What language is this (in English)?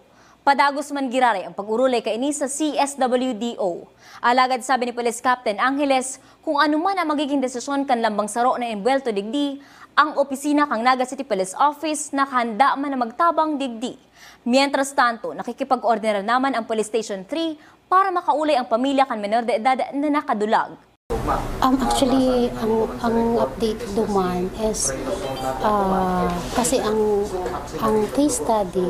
Bikol